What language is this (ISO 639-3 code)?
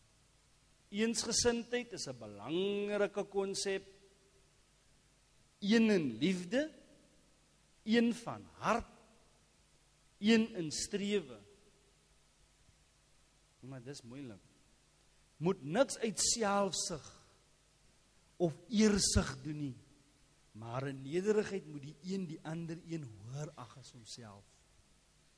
afr